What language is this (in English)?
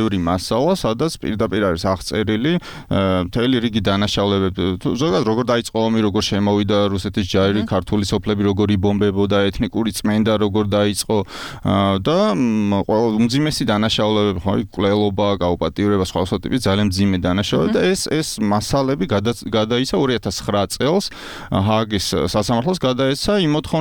Georgian